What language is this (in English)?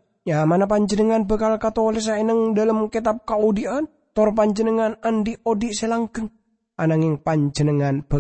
Madurese